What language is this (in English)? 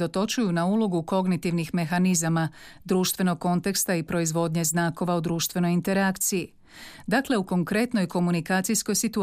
Croatian